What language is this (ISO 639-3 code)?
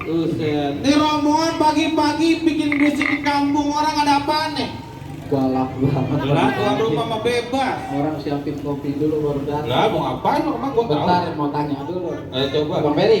bew